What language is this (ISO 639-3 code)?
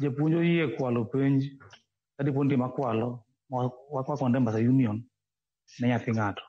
luo